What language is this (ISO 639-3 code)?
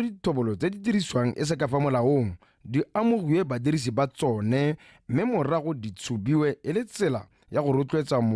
tsn